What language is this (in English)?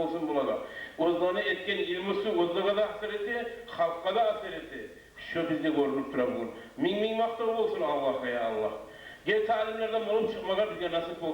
Kumyk